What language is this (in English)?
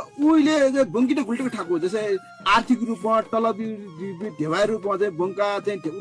Newari